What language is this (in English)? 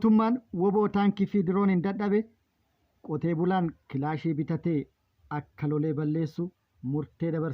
Oromo